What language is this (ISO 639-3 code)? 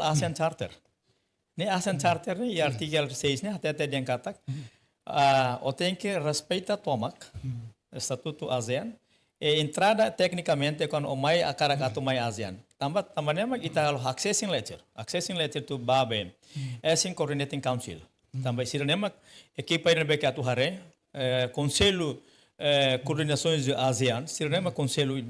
tet